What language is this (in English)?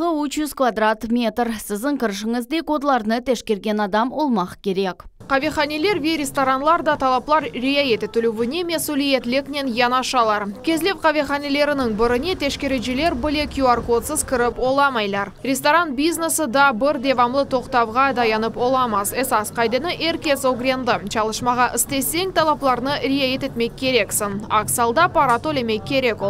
Crimean Tatar